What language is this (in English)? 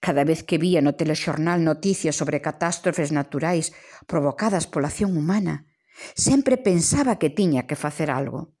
Galician